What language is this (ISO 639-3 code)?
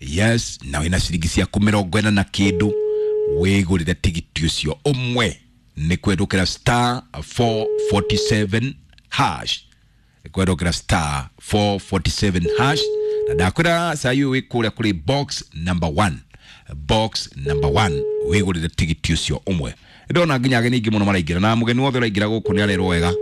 kik